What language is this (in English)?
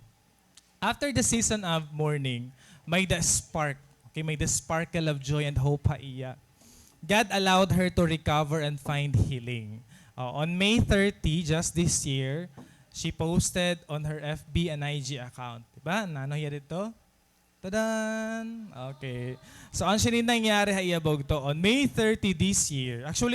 Waray